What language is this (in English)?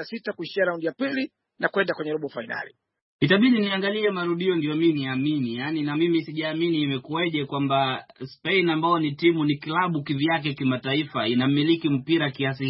Swahili